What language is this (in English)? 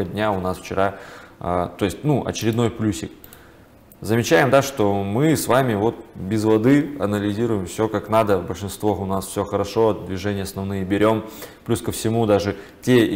Russian